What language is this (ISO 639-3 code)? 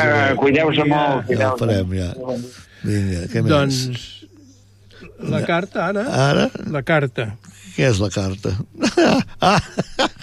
cat